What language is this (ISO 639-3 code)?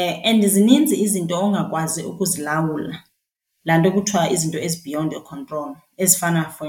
xho